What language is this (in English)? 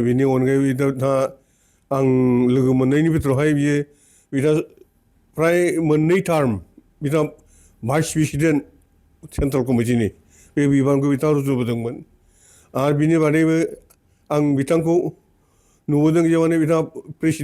Bodo